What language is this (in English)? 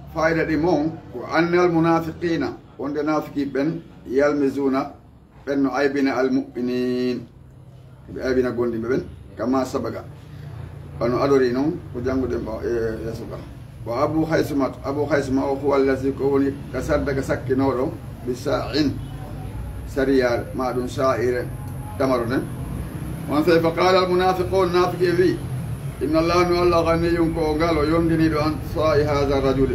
Fula